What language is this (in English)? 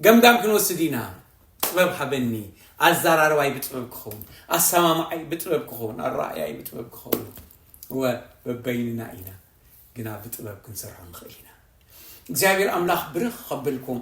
Tigrinya